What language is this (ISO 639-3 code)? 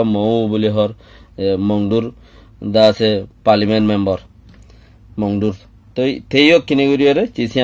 rhg